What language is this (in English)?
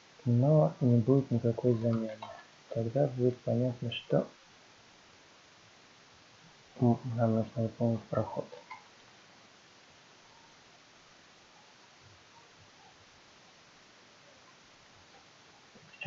Russian